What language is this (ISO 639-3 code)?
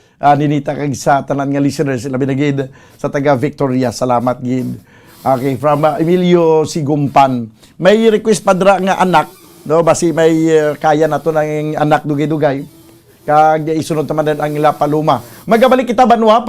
hil